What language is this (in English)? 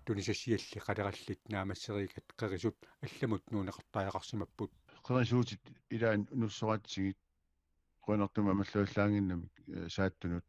Kalaallisut